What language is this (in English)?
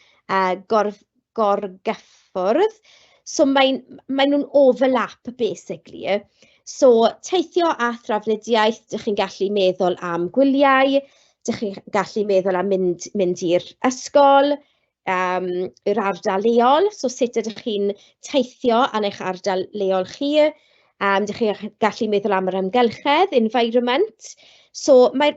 Welsh